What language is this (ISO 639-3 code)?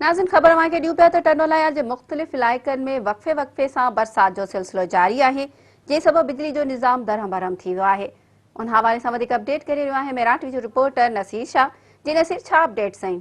snd